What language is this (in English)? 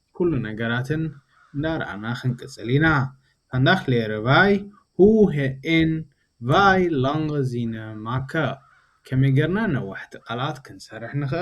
Tigrinya